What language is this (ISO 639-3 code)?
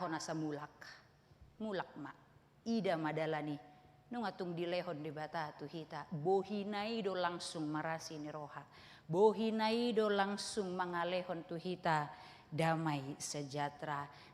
bbc